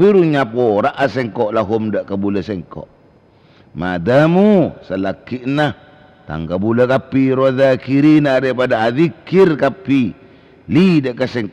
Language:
Madurese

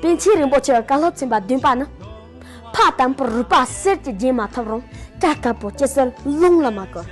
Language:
Tibetan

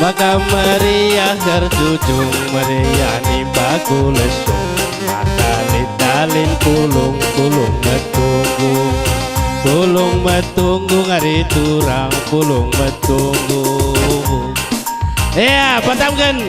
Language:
Batak Karo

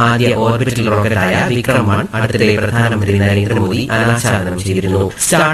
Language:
Malayalam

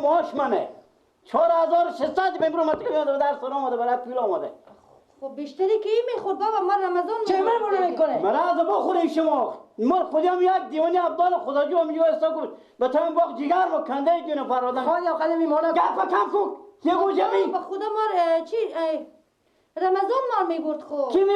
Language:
Persian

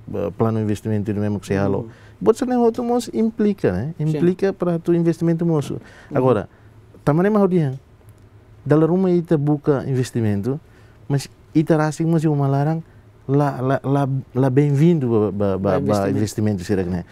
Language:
Tetum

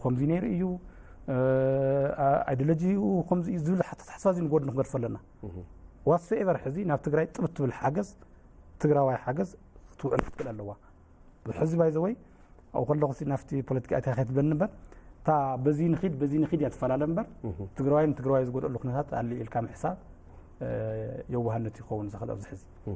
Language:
Tigrinya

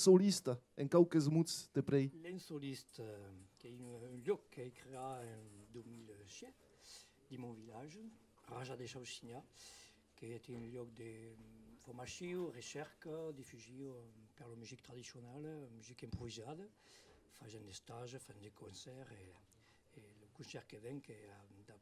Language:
Occitan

